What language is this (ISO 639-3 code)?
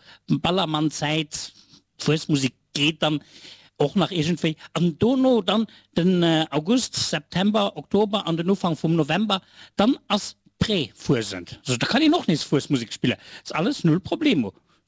ltz